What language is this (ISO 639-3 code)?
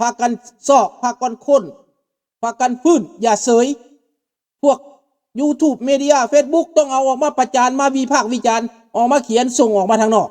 lao